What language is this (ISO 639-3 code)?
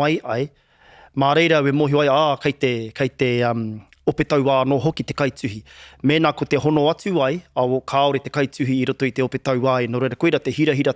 mri